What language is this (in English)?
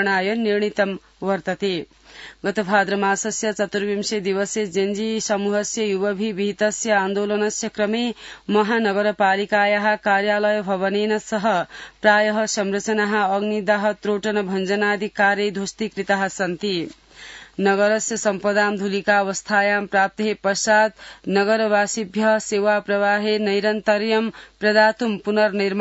Sanskrit